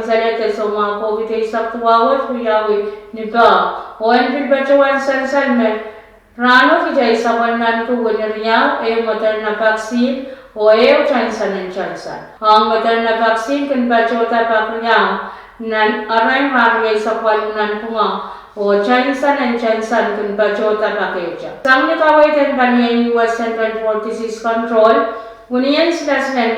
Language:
Pohnpeian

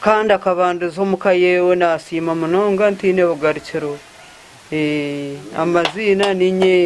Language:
Nyankole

